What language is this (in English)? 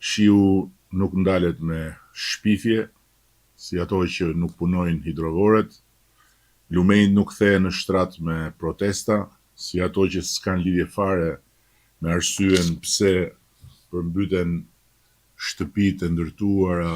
Albanian